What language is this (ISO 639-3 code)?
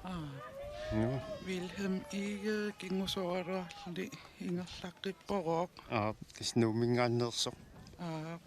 kal